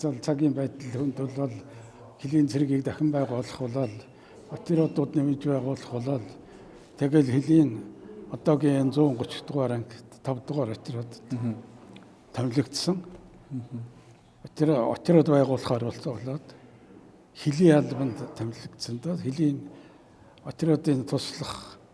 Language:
Mongolian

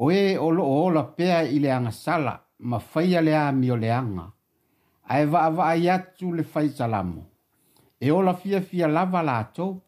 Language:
Samoan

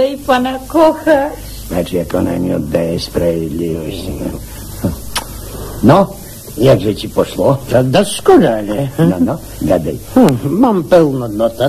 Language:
Polish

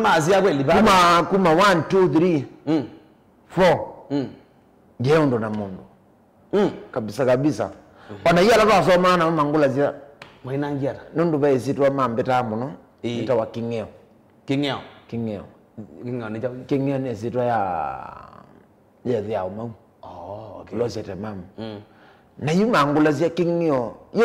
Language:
Kamba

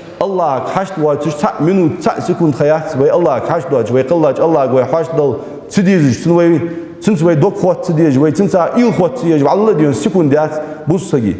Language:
Ingush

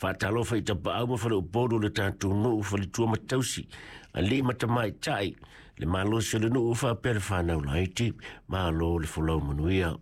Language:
Samoan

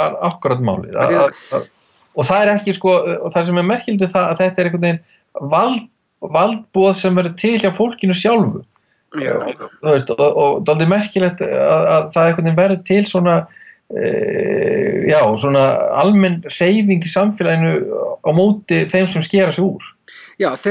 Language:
Icelandic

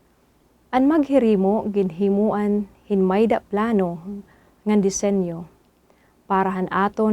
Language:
Waray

